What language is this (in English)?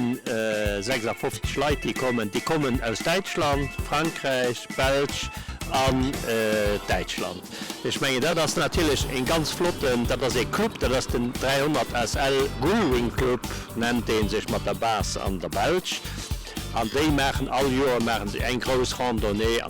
Luxembourgish